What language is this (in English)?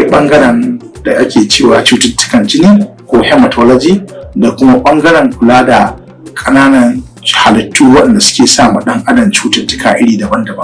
Hausa